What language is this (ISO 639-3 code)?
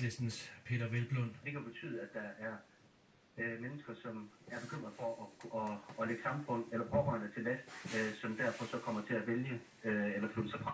dan